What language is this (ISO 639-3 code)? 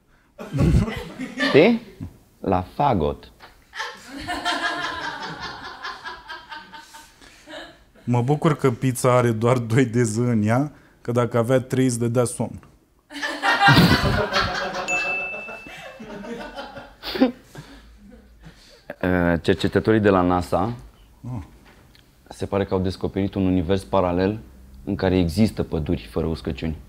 ron